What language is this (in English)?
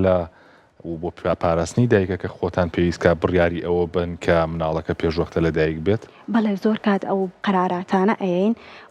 Central Kurdish